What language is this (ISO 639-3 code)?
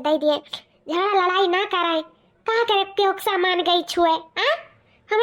awa